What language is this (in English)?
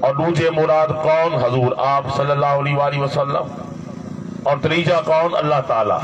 Saraiki